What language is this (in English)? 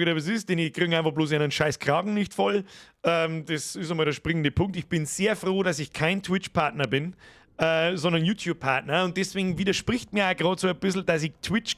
Bavarian